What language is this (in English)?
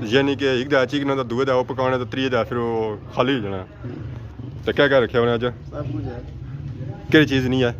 Pahari-Potwari